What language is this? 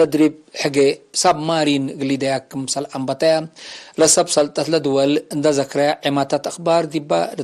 Tigre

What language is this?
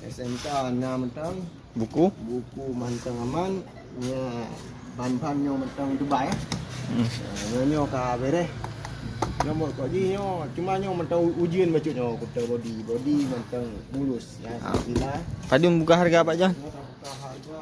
Achinese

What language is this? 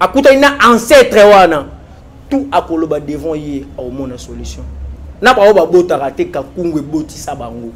Lingala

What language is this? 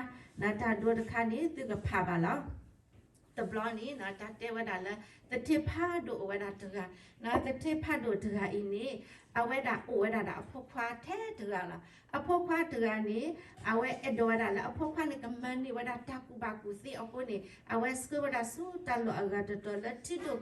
S'gaw Karen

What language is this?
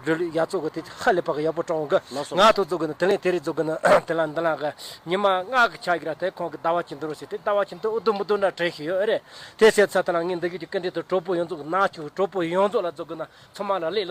Tibetan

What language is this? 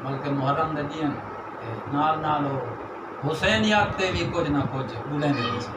Saraiki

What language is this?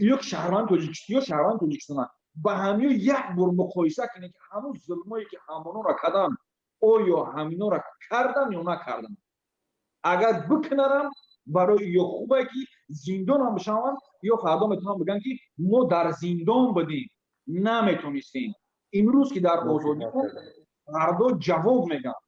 Tajik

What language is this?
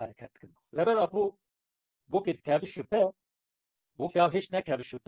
Kurdish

